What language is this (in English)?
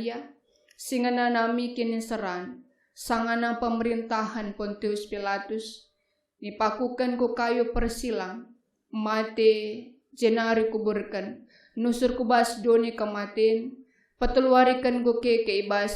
Batak Karo